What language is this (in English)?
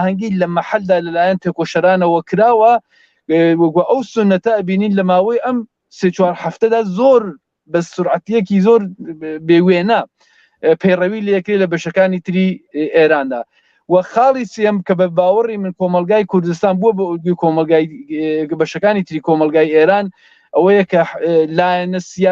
Central Kurdish